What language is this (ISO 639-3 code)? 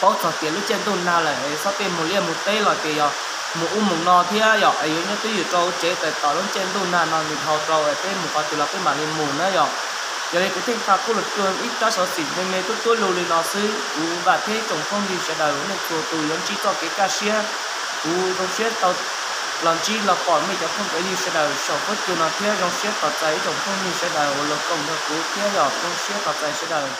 hmn